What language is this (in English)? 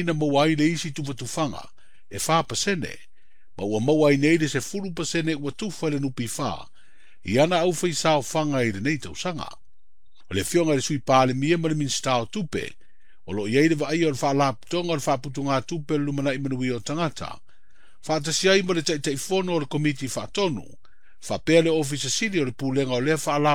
Samoan